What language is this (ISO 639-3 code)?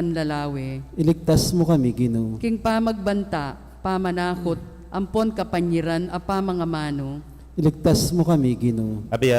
pam